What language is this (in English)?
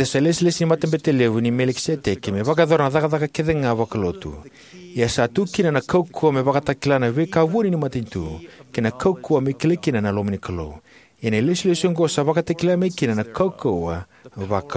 Fijian